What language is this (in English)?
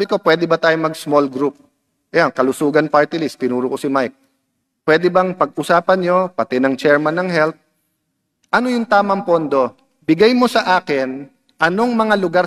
Filipino